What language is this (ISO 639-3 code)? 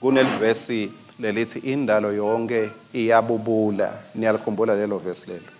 ssw